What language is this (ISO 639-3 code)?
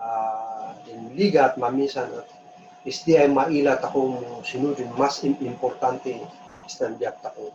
kne